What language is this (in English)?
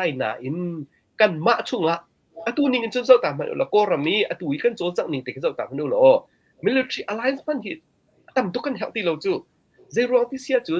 Hakha Chin